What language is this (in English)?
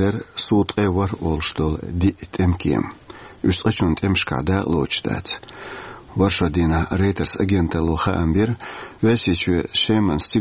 Chechen